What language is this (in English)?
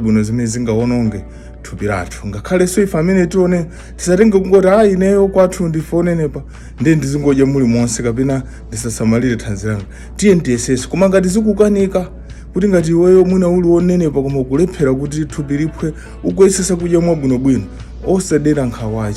Nyanja